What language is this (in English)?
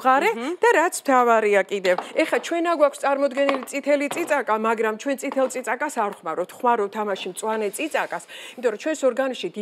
Georgian